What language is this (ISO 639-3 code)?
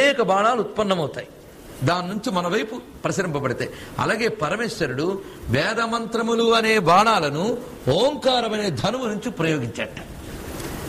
tel